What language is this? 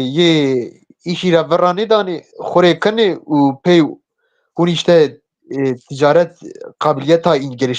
Zaza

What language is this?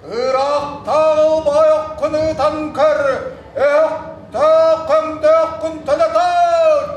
Yakut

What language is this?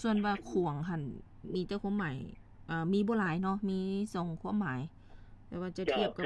Lao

